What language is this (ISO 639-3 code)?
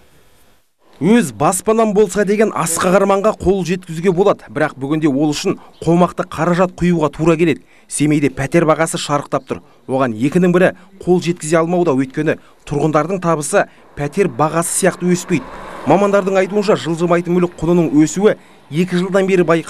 kaz